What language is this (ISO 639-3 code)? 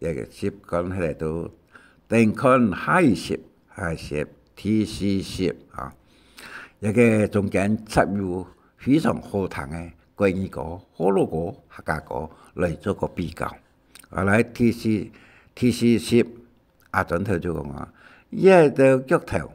hak